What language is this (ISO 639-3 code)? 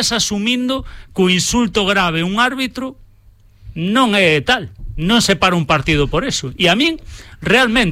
glg